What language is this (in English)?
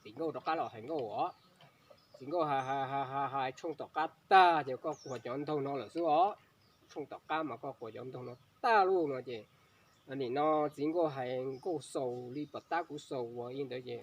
Hmong